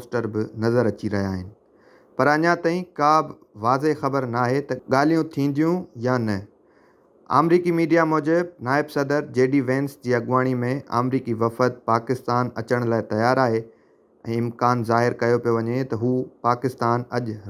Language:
Sindhi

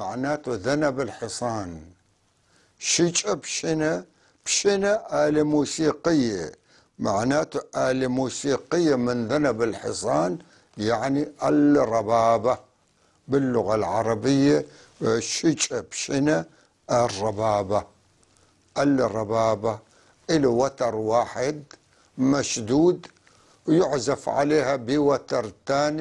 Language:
North Levantine Arabic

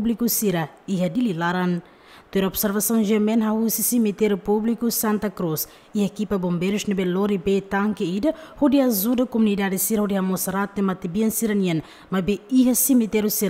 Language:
Tetum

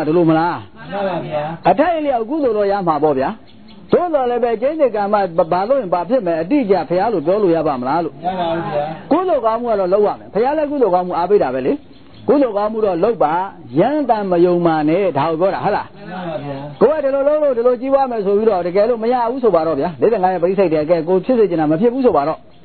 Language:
Burmese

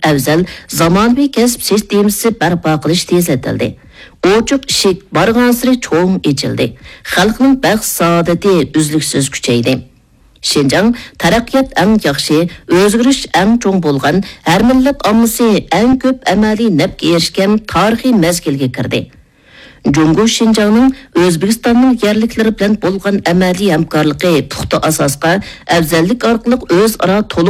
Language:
Uyghur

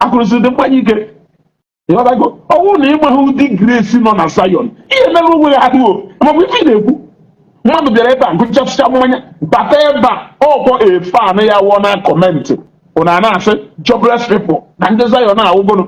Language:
Igbo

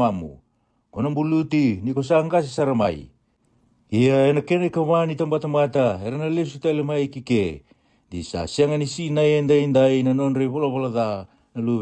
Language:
Fijian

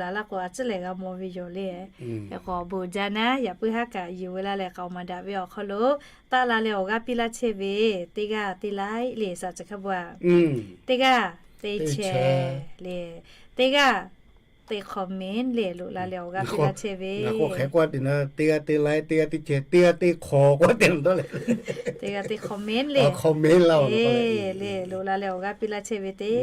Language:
Lahu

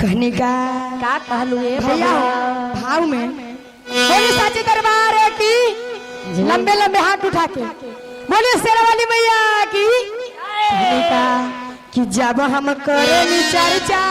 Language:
Magahi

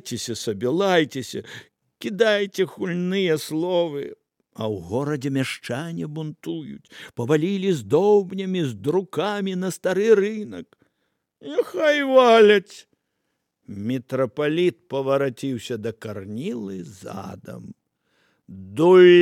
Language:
Belarusian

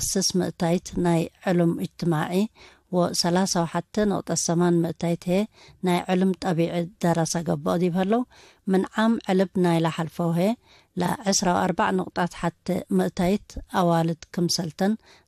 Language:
Tigre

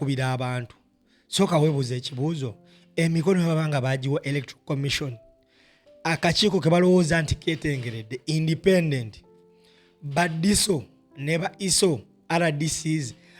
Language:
Ganda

